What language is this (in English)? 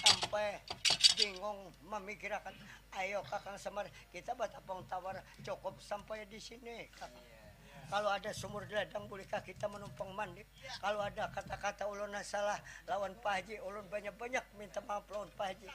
Banjar